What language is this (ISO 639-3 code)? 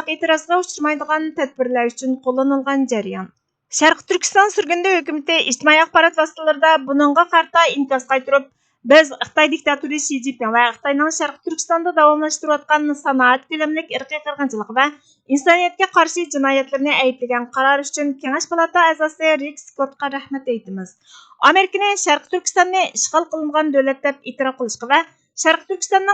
uig